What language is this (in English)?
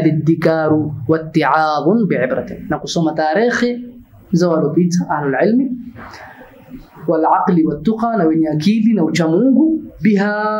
Swahili